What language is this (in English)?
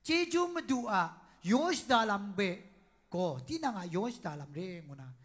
Kachin